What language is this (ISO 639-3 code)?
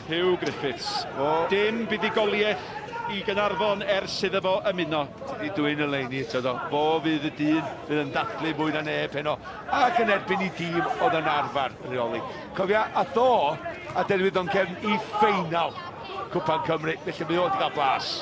cym